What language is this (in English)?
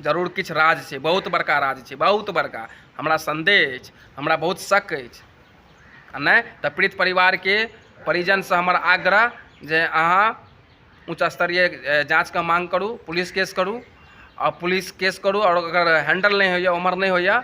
Maithili